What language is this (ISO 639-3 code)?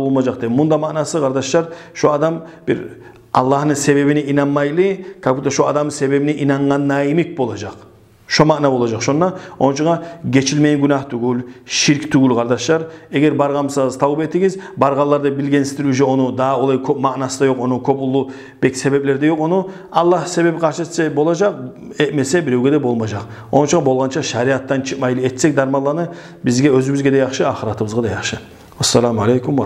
kum